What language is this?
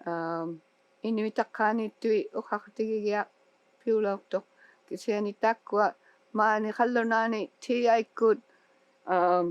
Inuktitut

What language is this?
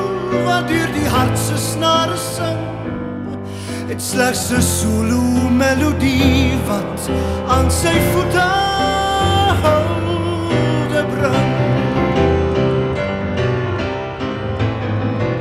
Afrikaans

